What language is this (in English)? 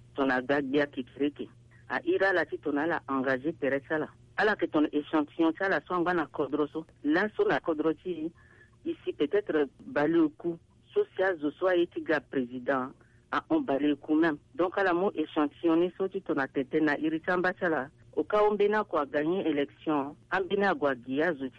Sango